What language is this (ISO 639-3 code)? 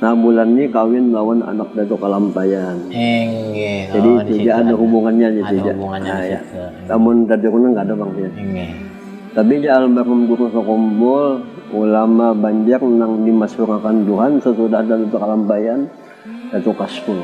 bjn